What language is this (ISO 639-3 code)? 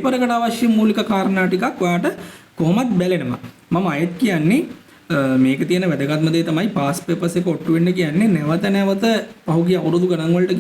sin